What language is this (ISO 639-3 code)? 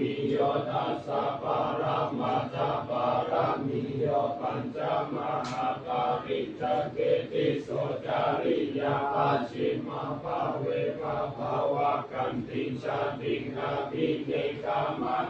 pli